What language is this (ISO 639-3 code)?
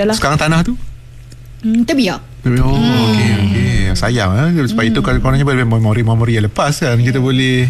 msa